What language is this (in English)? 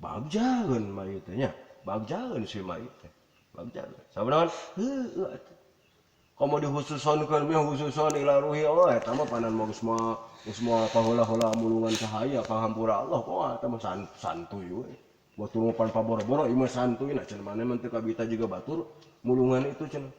Sundanese